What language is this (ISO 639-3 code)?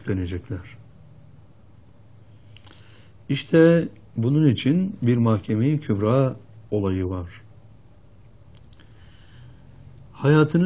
tur